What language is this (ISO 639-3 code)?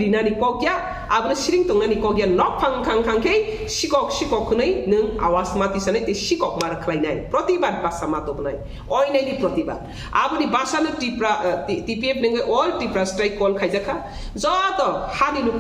trp